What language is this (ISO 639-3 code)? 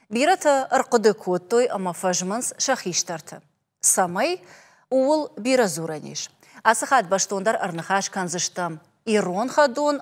oss